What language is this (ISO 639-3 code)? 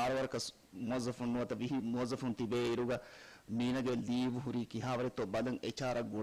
div